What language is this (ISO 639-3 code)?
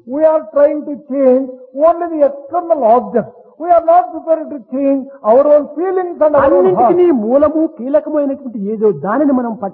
tel